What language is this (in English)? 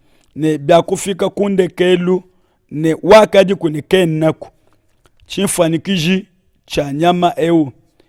Luba-Lulua